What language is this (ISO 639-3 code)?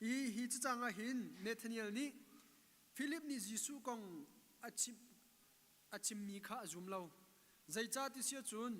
cnh